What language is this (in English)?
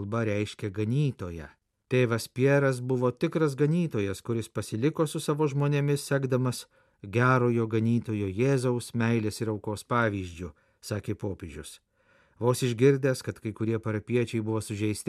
Lithuanian